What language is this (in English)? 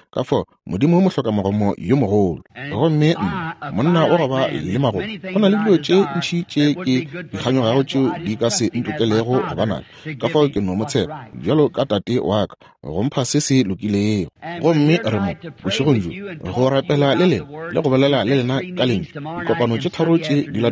Northern Sotho